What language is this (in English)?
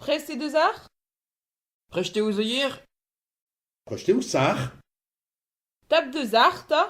Breton